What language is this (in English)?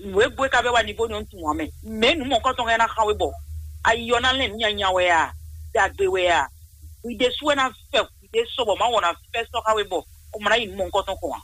Fon